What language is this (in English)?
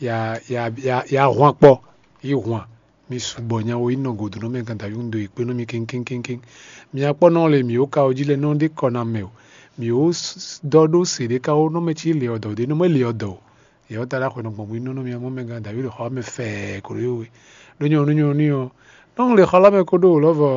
Fon